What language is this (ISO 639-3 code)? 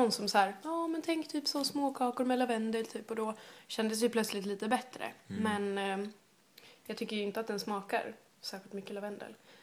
swe